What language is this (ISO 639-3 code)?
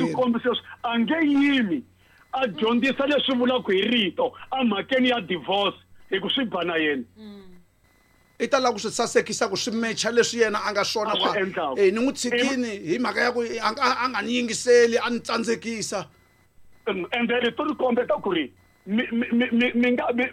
tso